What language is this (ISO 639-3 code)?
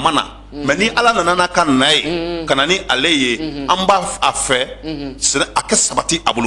bam